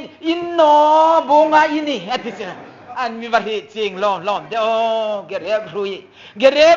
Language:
Hmar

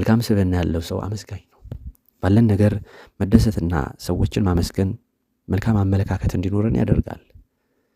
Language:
Amharic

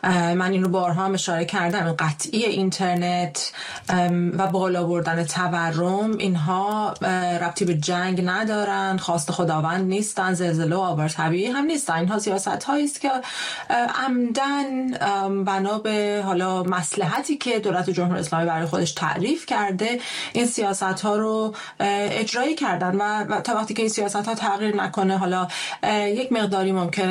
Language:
Persian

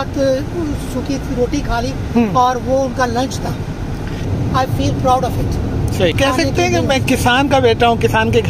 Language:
Hindi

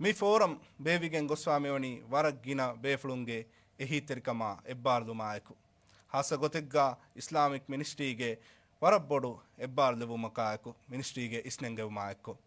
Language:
Divehi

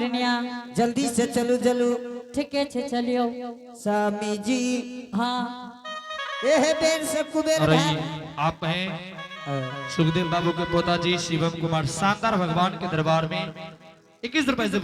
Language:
Angika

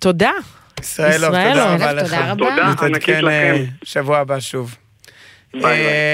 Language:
Hebrew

